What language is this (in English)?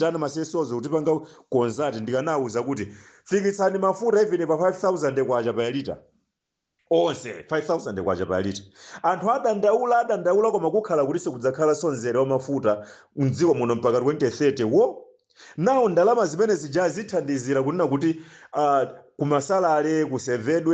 Nyanja